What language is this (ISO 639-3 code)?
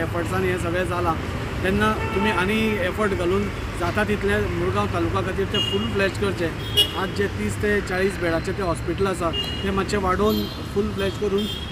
kok